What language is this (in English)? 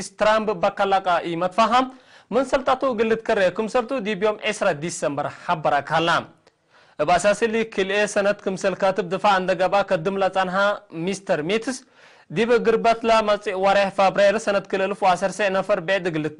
Tigre